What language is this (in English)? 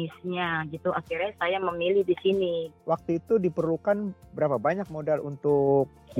Indonesian